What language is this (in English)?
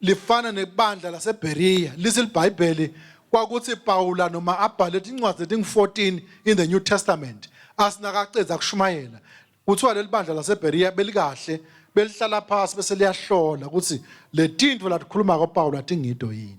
Swati